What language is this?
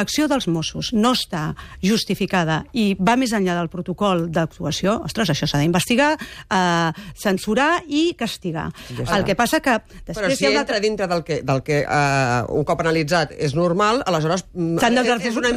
Catalan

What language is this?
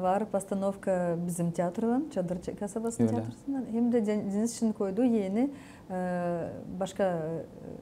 Gagauz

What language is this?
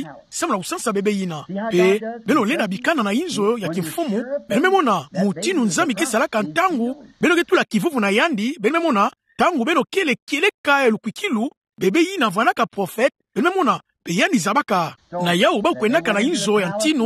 Kituba (Democratic Republic of Congo)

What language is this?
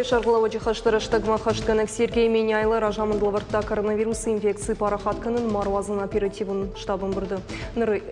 Ossetic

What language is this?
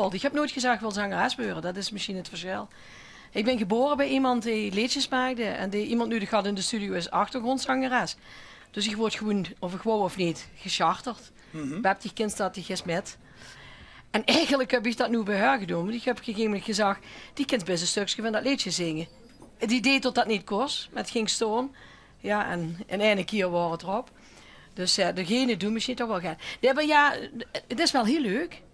Limburgish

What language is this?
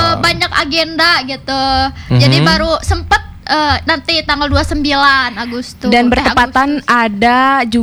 Indonesian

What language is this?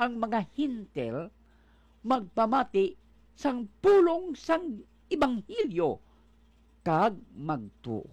Hiligaynon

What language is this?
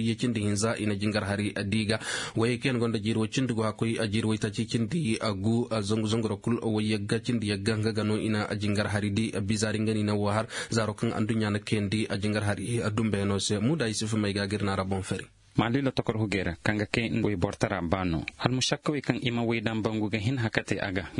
Koyraboro Senni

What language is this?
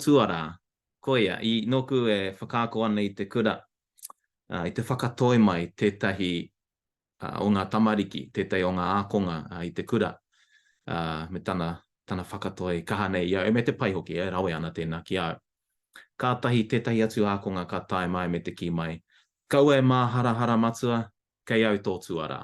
Māori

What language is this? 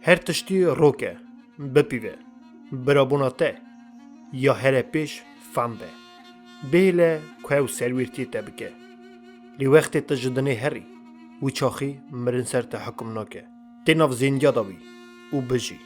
Kurdish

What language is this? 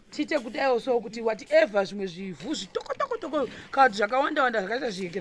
Shona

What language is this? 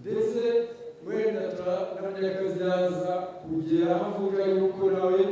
Kinyarwanda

